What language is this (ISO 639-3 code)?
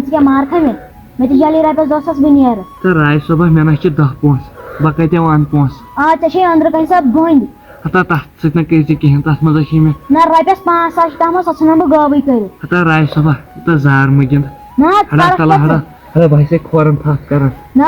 kas